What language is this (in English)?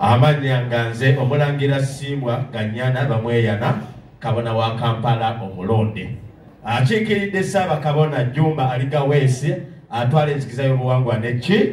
Ganda